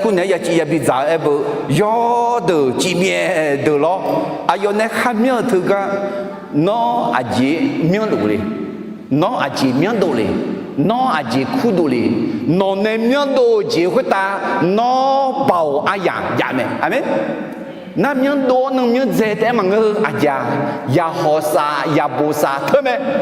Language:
Akha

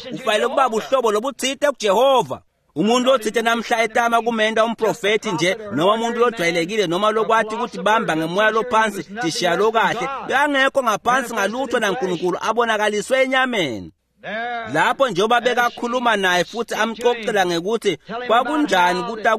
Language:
Swati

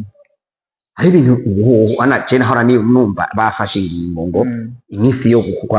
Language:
Rundi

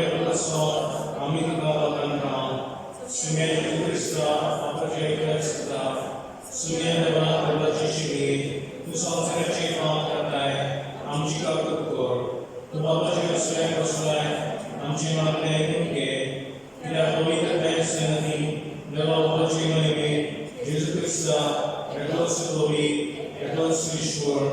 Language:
Konkani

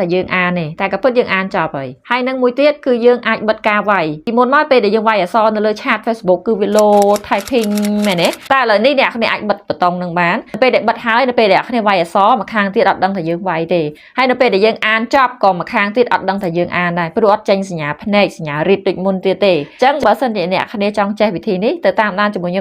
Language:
Khmer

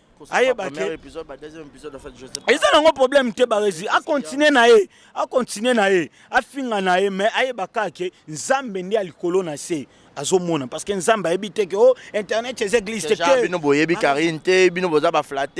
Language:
Lingala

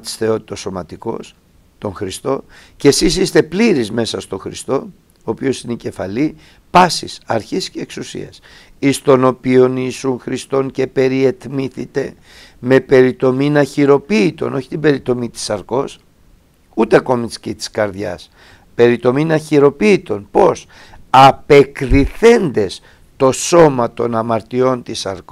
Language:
Greek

